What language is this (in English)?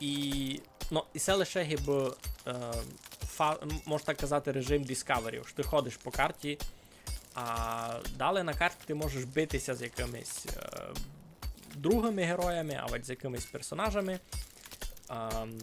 Rusyn